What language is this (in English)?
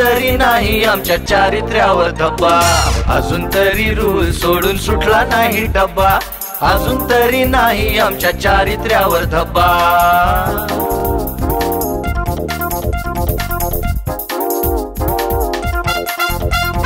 Marathi